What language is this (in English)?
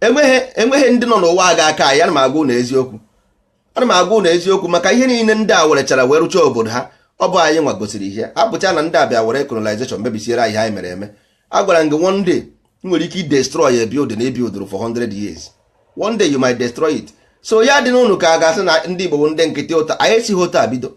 Igbo